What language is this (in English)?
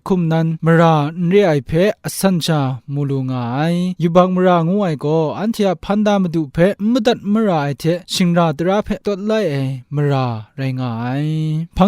Kachin